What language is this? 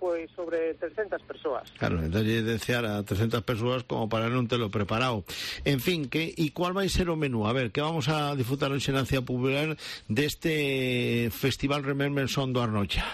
Galician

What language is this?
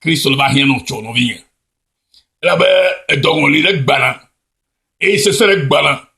Ewe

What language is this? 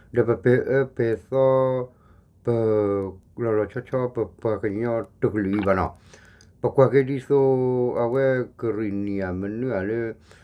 S'gaw Karen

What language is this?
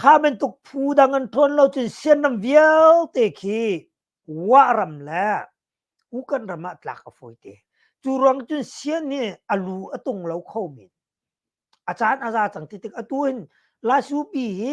Hakha Chin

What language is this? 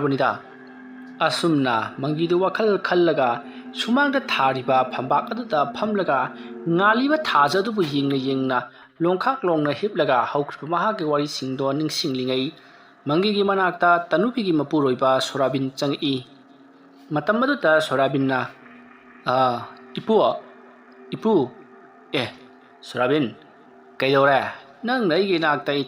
Manipuri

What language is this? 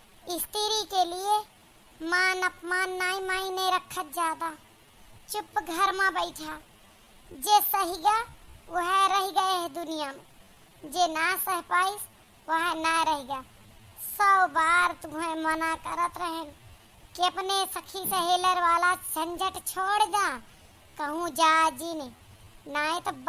Awadhi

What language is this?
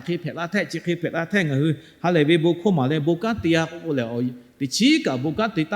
Lahu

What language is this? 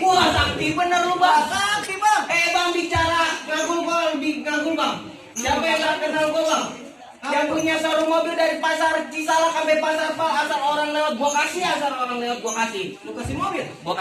Betawi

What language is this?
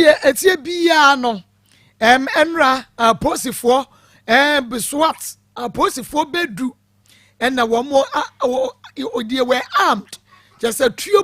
Akan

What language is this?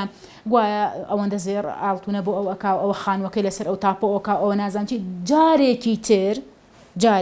Central Kurdish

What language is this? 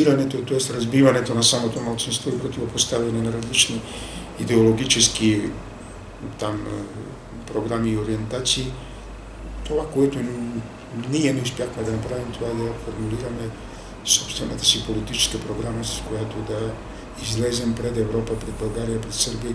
Bulgarian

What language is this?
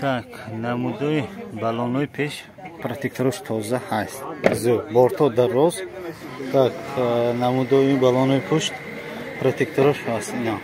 Tajik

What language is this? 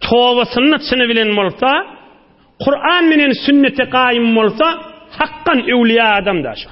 Turkmen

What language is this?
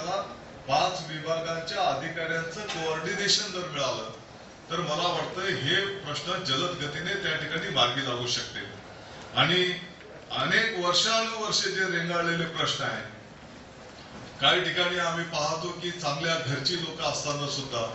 Marathi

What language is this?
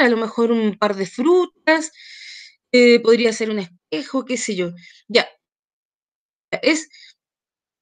Spanish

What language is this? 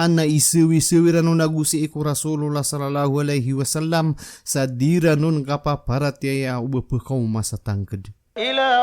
Maranao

